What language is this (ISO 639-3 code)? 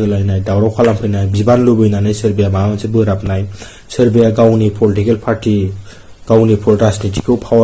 brx